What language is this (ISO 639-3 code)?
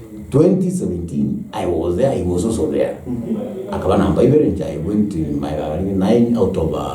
guz